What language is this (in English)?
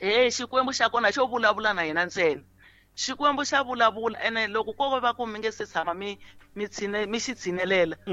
Tsonga